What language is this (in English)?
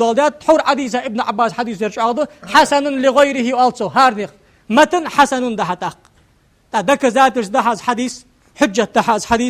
Ingush